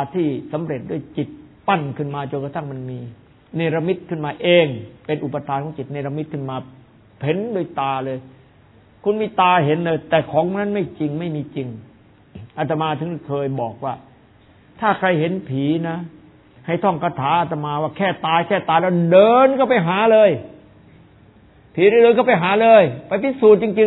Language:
Thai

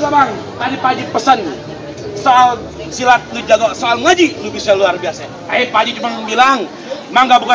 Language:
Betawi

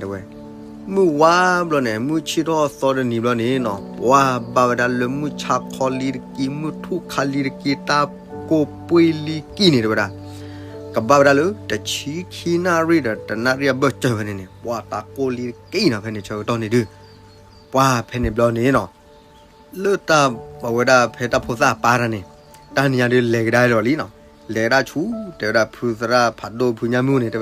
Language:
S'gaw Karen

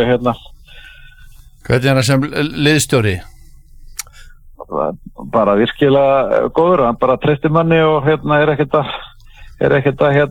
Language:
Icelandic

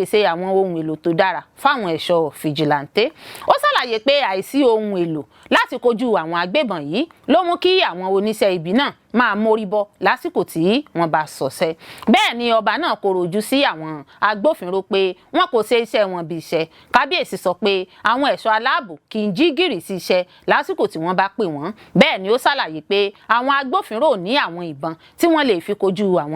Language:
Yoruba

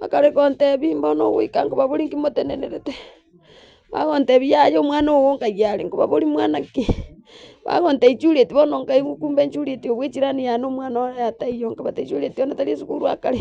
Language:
Gusii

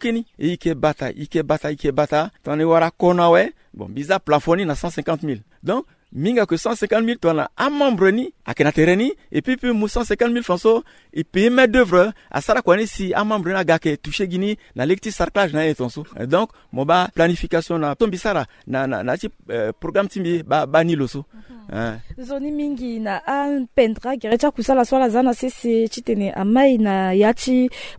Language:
Sango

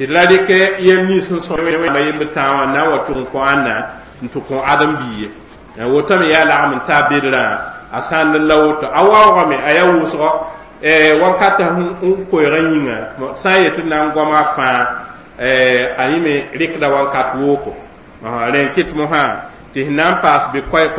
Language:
Mossi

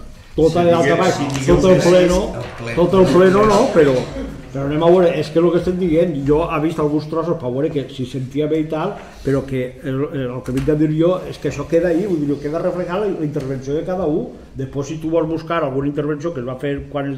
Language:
Catalan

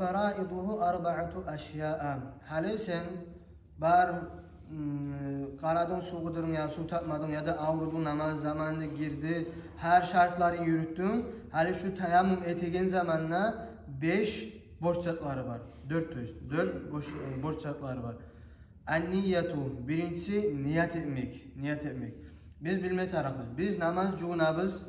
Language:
Kumyk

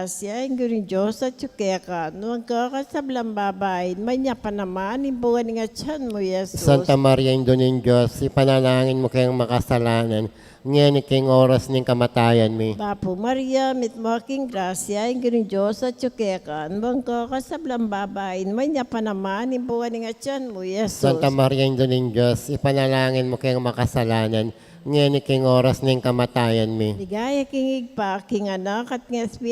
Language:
Pampanga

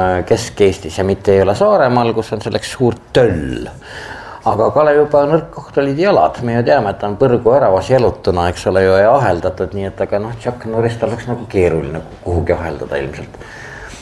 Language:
Estonian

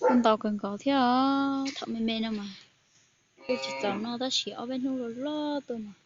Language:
Hmong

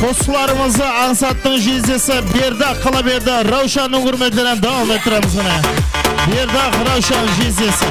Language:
Kara-Kalpak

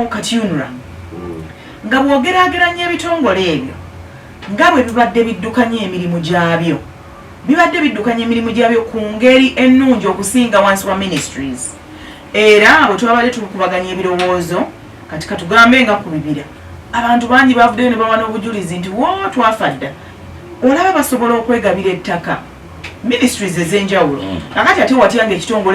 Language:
Ganda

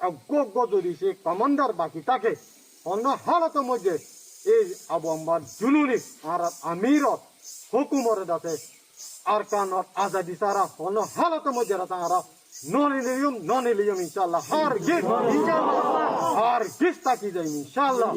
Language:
Rohingya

